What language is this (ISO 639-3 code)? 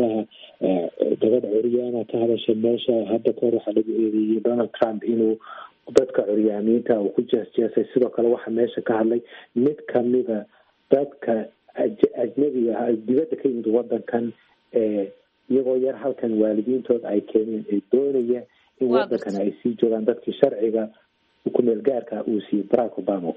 som